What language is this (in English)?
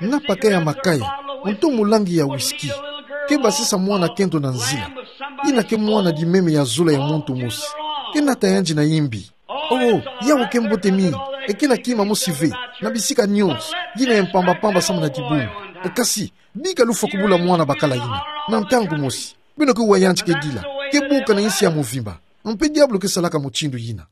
Kituba (Democratic Republic of Congo)